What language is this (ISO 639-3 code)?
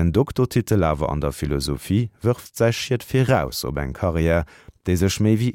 ltz